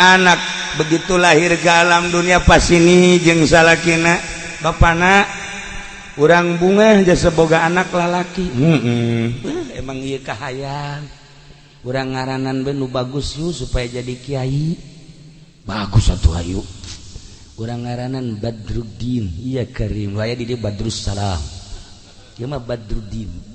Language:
Sundanese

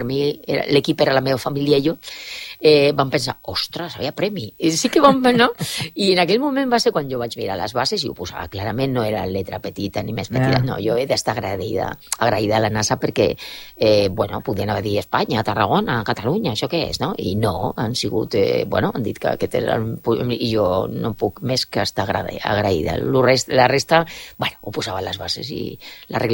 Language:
Catalan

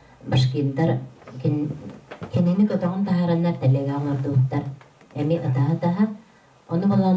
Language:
Yakut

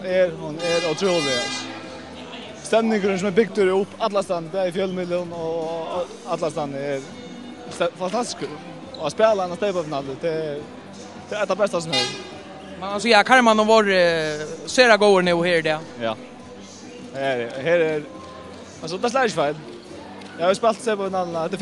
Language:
Faroese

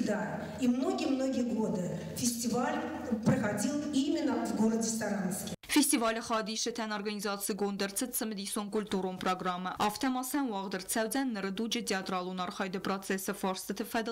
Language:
Ossetic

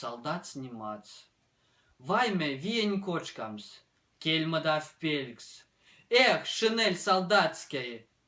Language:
Moksha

